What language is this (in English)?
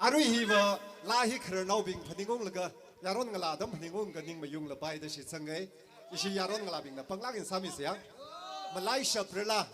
Tangkhul Naga (India)